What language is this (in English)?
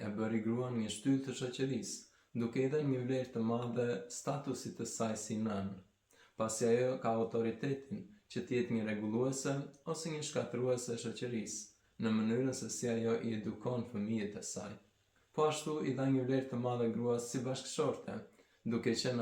Albanian